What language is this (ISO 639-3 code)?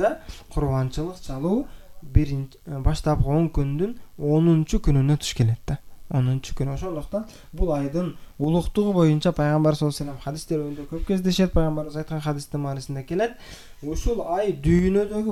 kir